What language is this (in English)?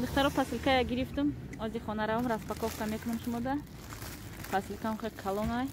Tajik